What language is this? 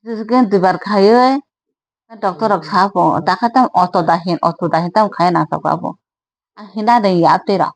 Kok Borok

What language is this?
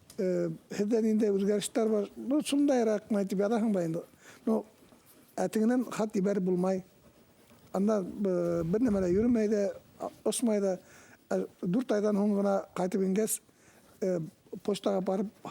Bashkir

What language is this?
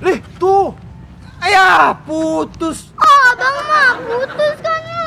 Betawi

